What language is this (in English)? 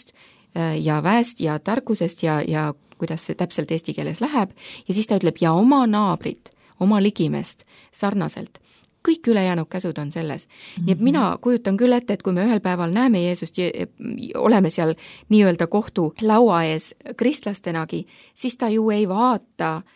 Estonian